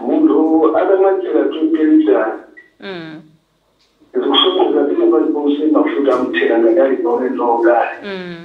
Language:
Nyanja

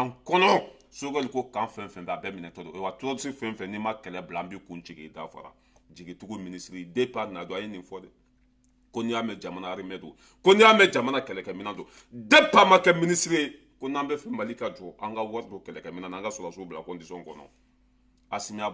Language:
Bambara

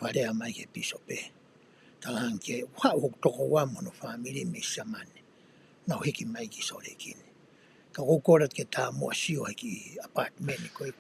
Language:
Tongan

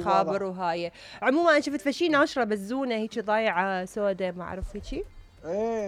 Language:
Mesopotamian Arabic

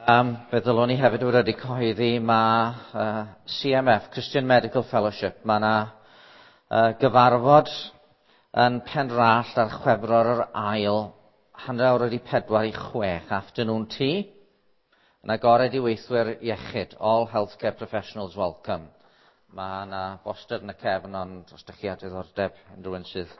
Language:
Welsh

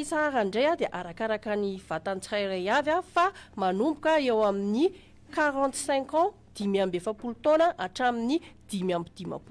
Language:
Malagasy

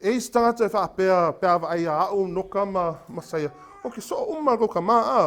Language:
Samoan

